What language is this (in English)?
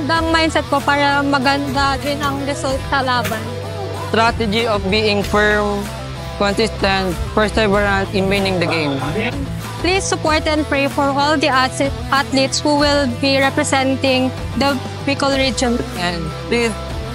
Bikol